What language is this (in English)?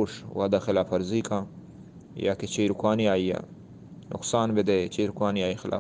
Eastern Balochi